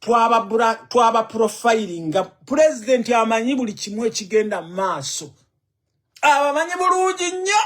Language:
Ganda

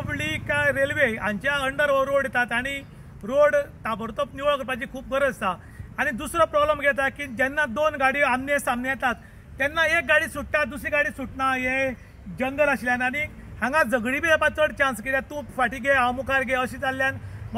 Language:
Konkani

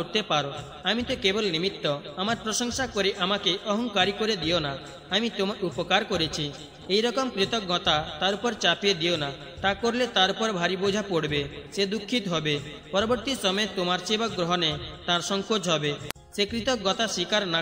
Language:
Bangla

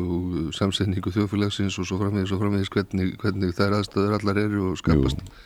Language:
Icelandic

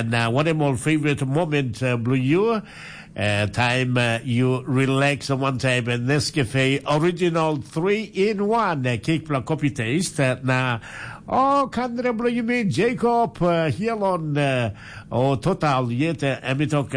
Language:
Tok Pisin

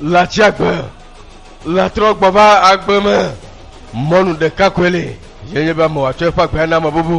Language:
Ewe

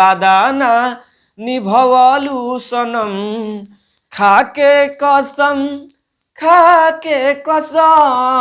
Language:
Bhojpuri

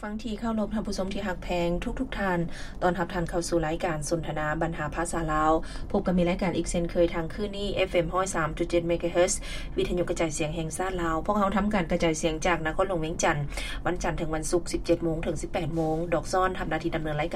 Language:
Lao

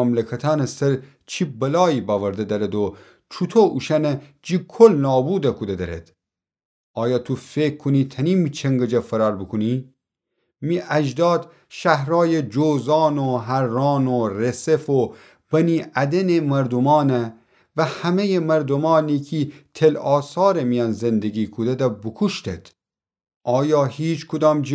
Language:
Gilaki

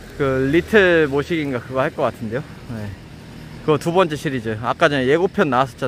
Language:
Korean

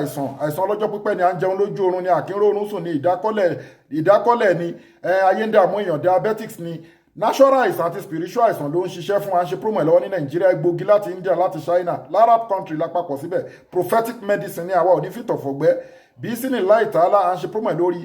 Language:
Yoruba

